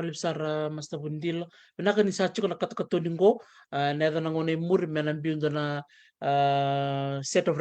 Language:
Fijian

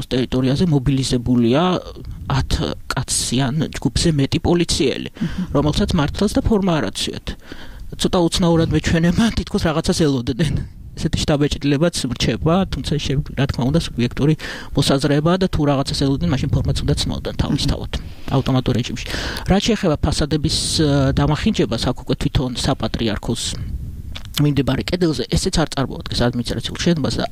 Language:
Georgian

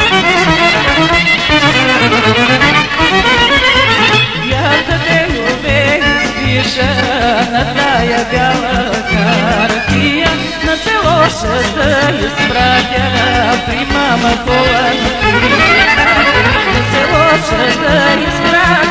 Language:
Bulgarian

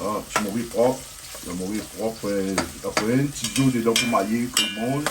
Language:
Réunion Creole French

